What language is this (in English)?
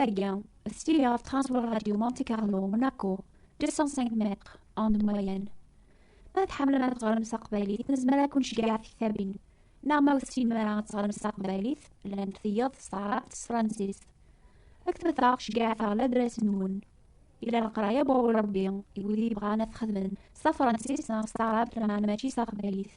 Kabyle